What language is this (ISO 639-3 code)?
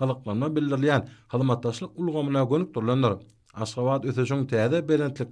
tuk